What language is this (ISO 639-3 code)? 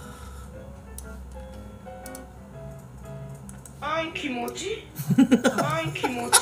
kor